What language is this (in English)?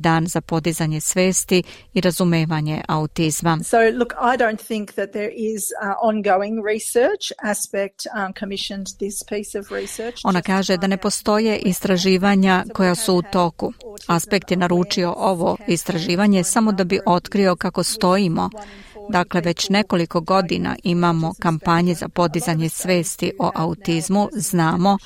Serbian